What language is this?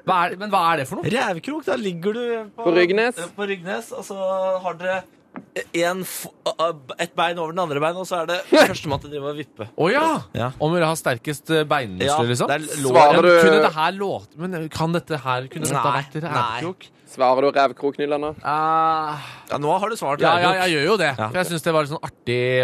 Norwegian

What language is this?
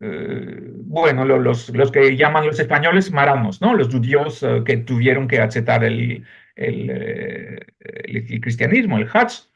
Ladino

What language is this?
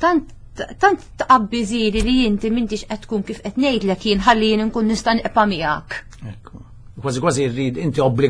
Maltese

